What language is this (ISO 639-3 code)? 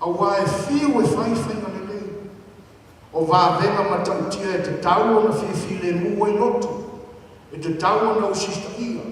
smo